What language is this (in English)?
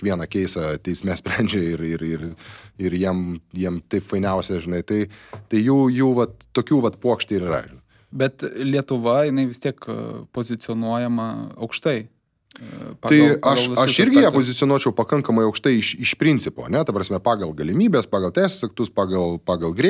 Lithuanian